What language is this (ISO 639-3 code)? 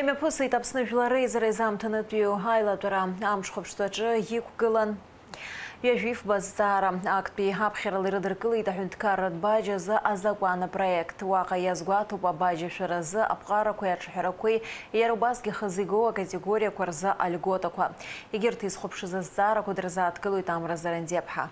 abk